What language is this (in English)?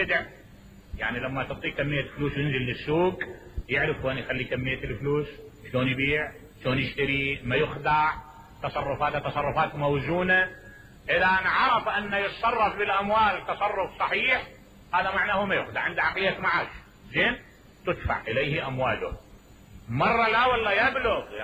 Mesopotamian Arabic